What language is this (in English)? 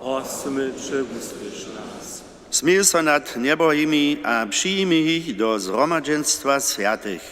Upper Sorbian